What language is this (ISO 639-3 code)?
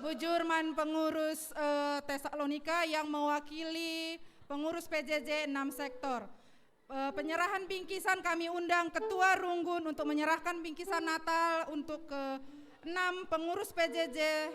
btx